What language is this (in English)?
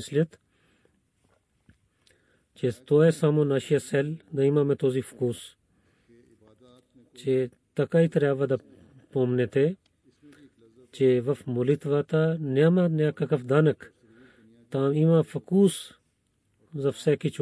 Bulgarian